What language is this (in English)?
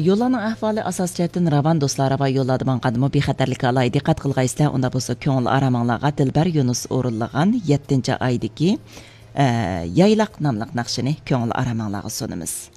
Uyghur